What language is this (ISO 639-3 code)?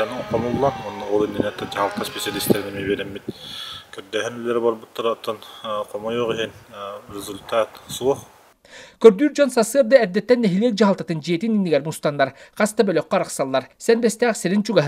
sah